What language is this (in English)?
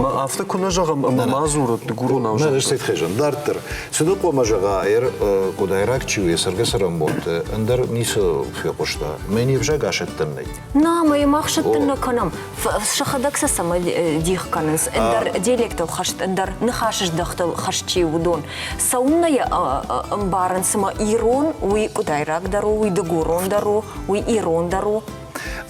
Ossetic